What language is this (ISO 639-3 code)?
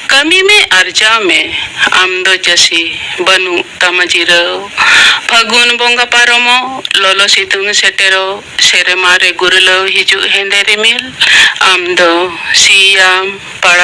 sat